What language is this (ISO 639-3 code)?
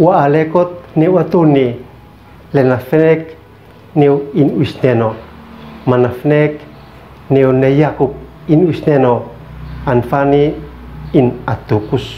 aoz